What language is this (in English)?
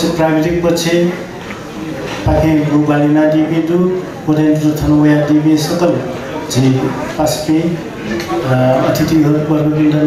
Newari